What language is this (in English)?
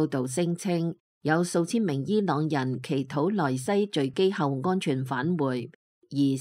Cantonese